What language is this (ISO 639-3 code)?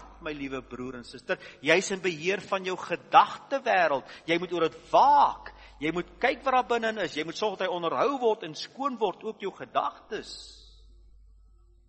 afr